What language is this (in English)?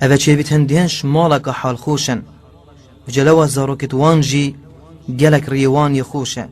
Kurdish